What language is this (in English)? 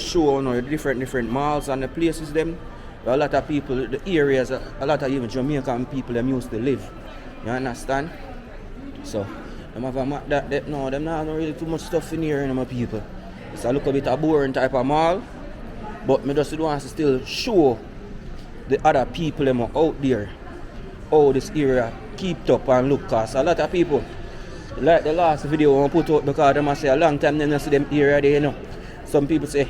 Jamaican Creole English